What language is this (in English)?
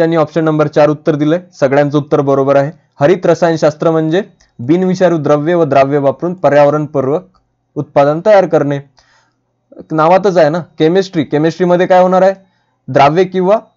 Marathi